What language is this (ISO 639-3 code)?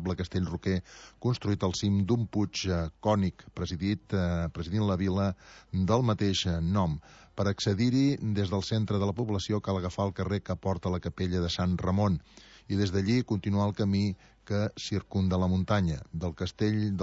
cat